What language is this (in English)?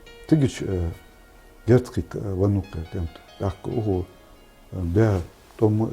Ingush